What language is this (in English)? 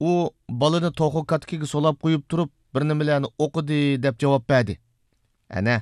Uyghur